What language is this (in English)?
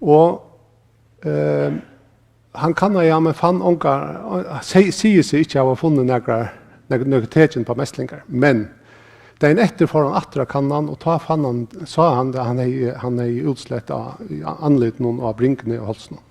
Faroese